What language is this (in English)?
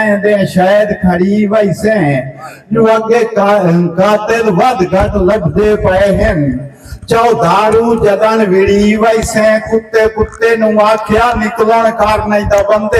Saraiki